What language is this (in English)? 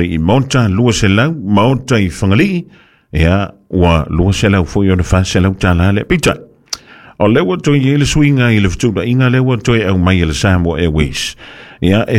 Samoan